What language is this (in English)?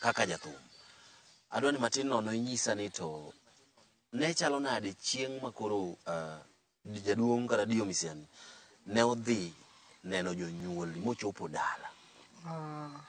Luo (Kenya and Tanzania)